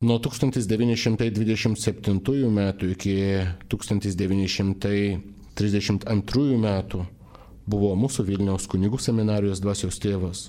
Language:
Lithuanian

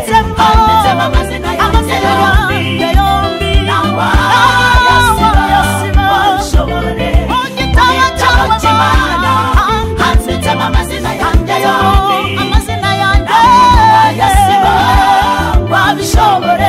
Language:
Kinyarwanda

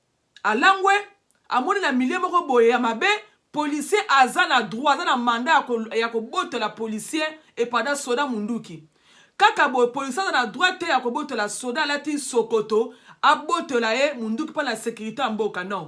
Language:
Lingala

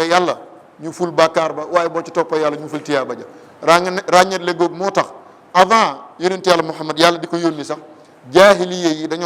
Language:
Wolof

